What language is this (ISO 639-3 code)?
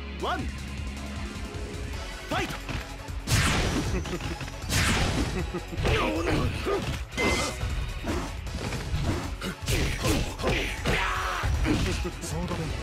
jpn